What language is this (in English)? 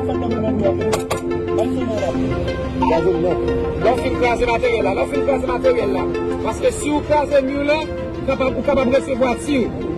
Haitian Creole